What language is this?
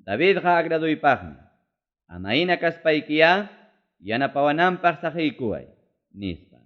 Ayacucho Quechua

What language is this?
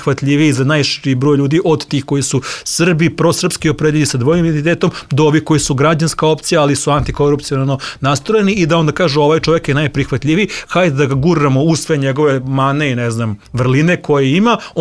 Serbian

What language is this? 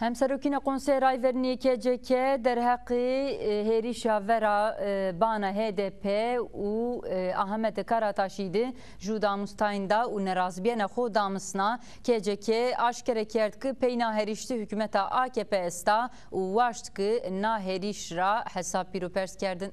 Zaza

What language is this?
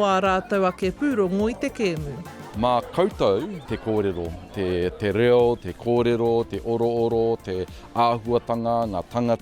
Māori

